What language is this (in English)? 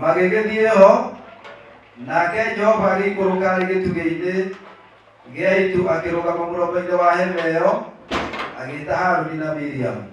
Kikuyu